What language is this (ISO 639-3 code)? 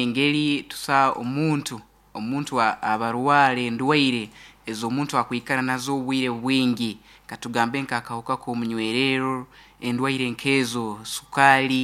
nyo